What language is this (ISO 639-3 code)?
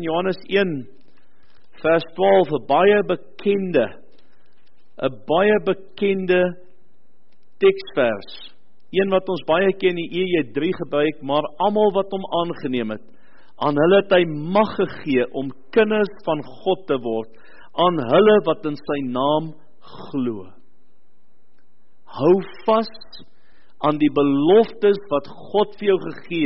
afr